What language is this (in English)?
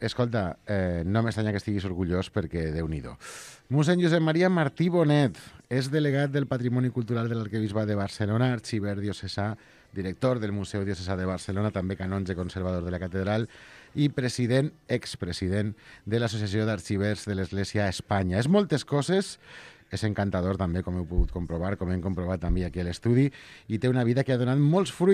Catalan